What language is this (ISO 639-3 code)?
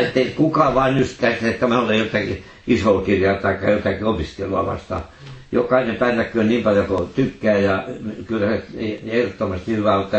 fin